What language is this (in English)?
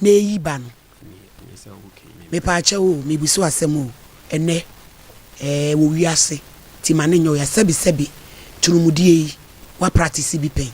Akan